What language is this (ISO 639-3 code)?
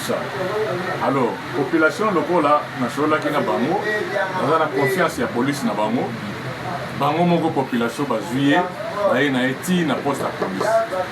lin